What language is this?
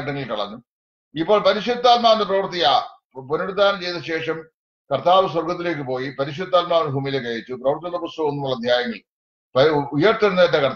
Malayalam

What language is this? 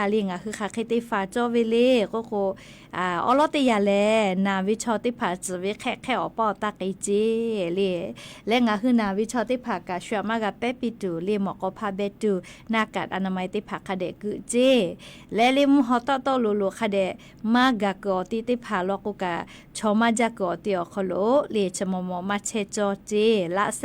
Lahu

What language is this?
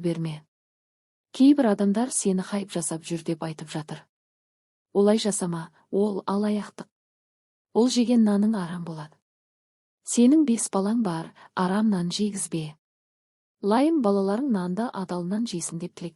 Kazakh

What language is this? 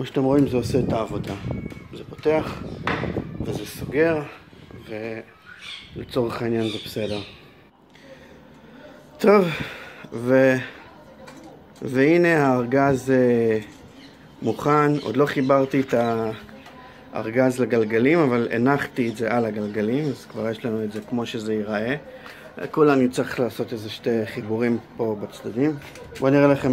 Hebrew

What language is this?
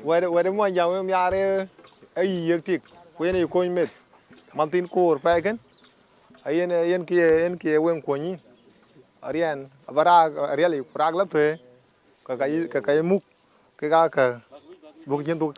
Dinka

